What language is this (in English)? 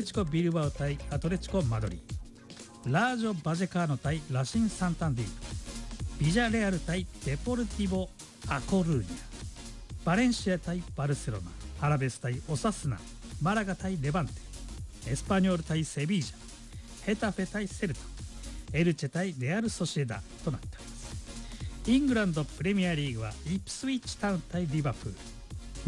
Japanese